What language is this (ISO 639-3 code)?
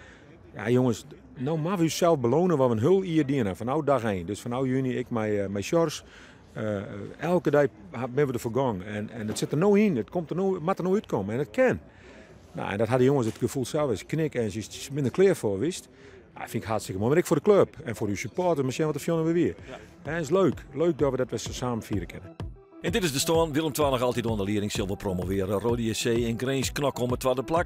fry